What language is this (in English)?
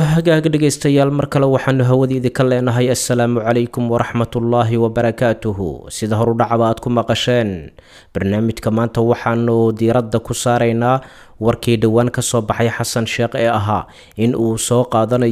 Somali